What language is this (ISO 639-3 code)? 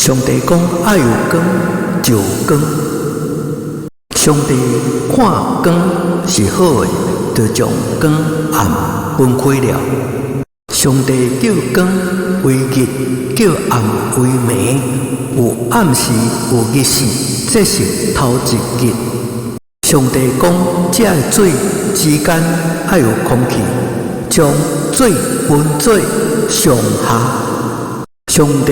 nan